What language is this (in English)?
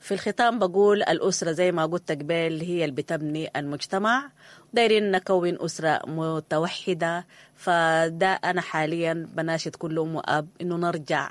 Sudanese Arabic